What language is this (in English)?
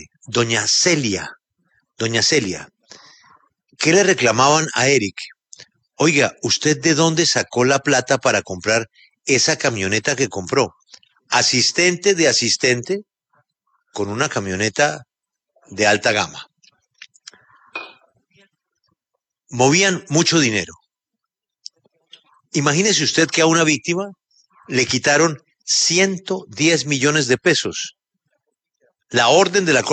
Spanish